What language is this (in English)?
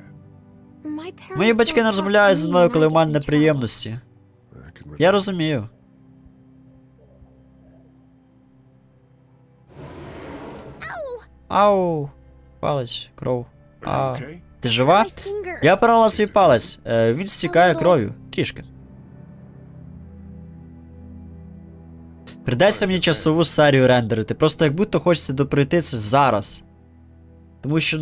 Ukrainian